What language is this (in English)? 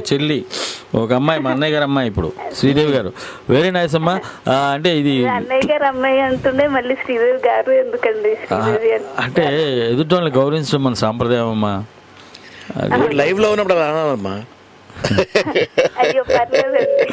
Telugu